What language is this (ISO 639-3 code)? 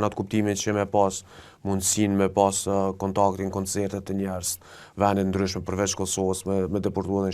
sqi